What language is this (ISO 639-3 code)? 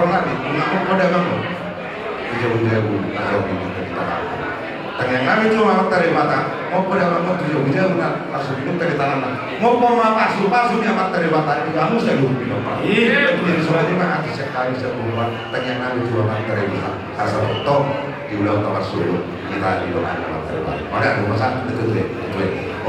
bbc